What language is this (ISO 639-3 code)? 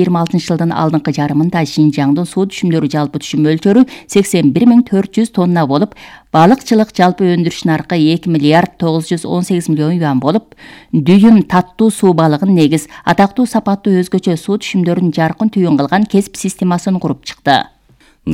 kir